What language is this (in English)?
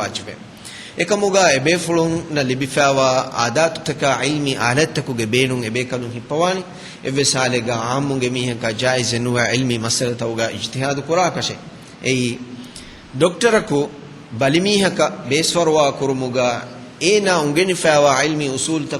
Divehi